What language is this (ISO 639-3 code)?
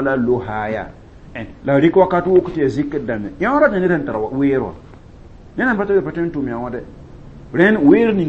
mos